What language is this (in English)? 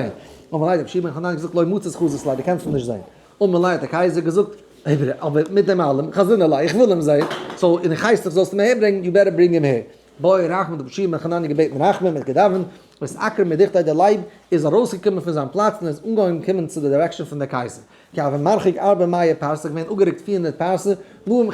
Yiddish